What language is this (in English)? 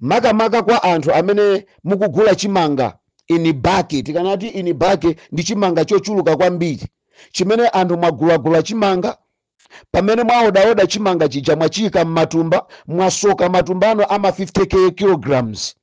Nyanja